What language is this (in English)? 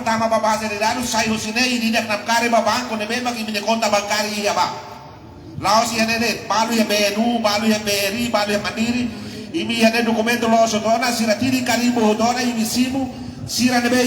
Tetum